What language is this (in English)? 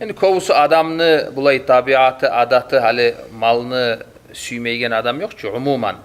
Kumyk